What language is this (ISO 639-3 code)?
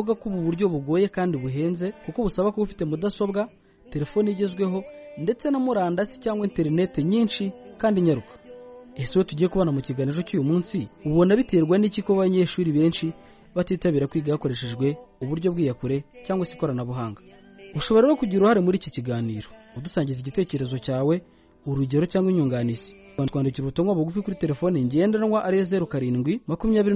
kin